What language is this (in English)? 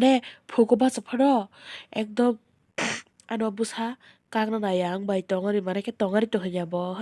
Kok Borok